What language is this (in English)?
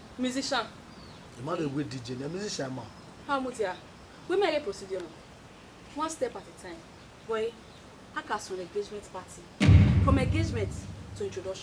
Bini